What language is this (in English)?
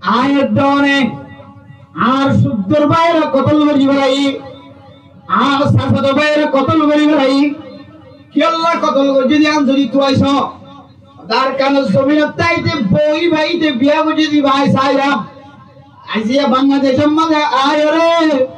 Rohingya